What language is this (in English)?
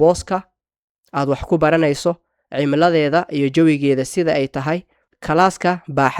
Somali